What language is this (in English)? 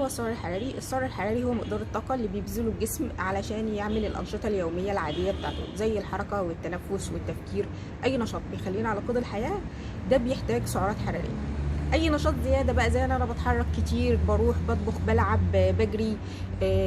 Egyptian Arabic